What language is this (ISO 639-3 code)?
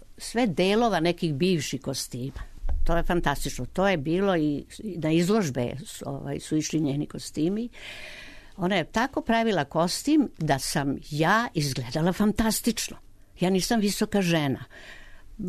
srp